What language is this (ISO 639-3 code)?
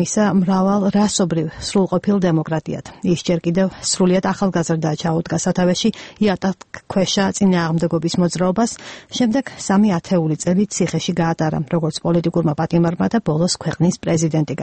kat